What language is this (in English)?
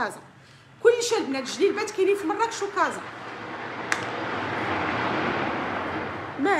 Moroccan Arabic